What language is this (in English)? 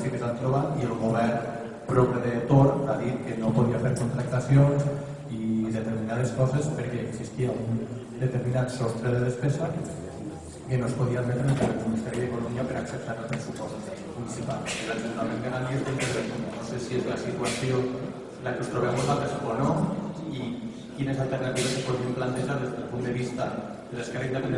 Catalan